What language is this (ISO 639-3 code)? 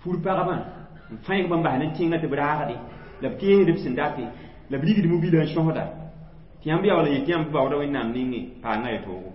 mos